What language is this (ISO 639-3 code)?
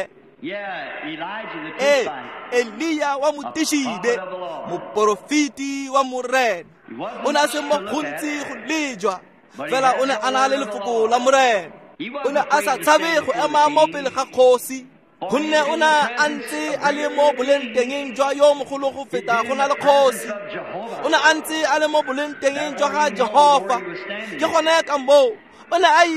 tsn